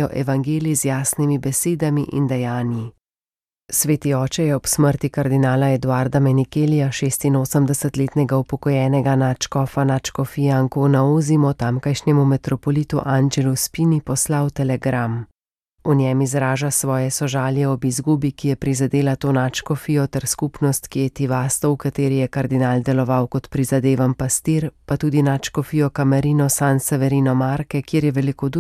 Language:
Slovenian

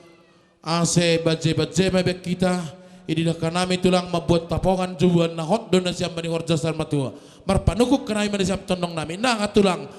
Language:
Batak Simalungun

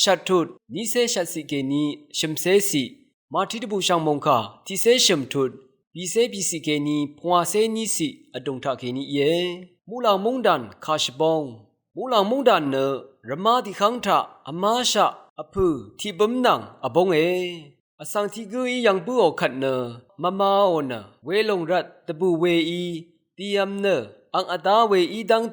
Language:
Rawang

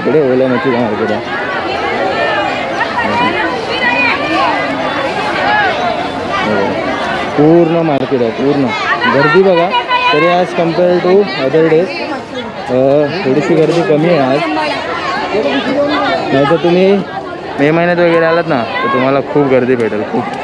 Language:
Marathi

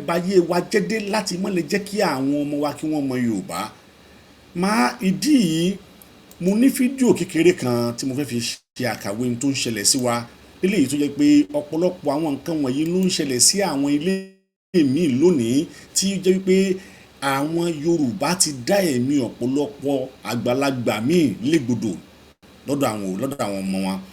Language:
Yoruba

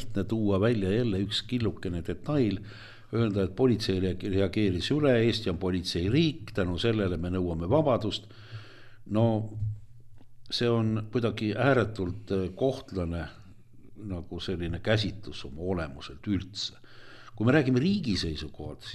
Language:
Estonian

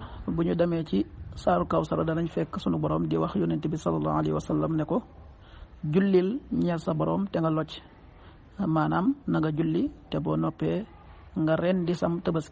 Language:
Wolof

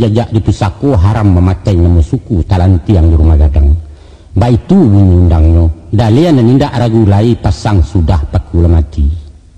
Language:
Minangkabau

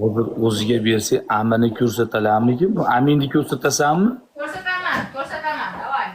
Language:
Uzbek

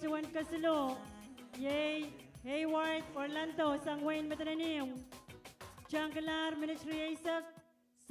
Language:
Pohnpeian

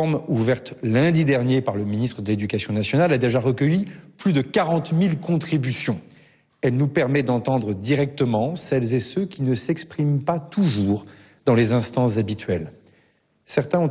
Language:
French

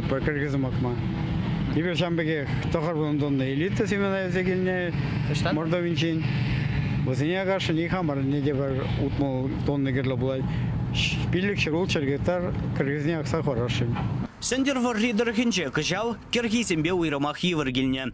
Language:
Chuvash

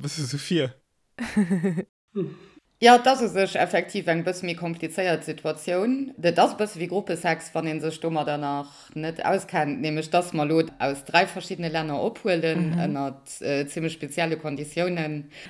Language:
Luxembourgish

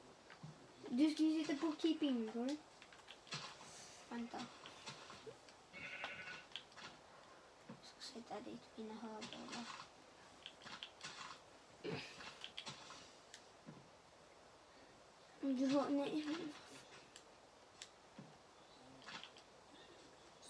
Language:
Swedish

